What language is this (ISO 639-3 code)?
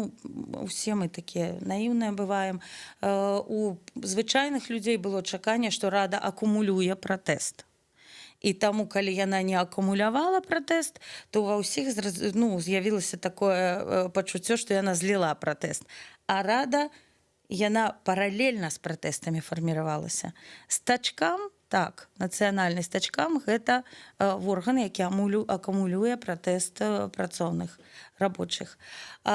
bel